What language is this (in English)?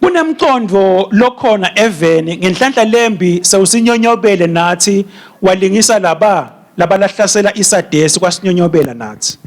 Swati